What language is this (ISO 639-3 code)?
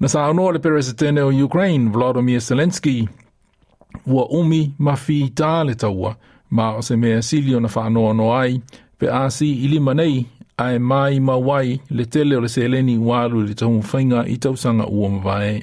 smo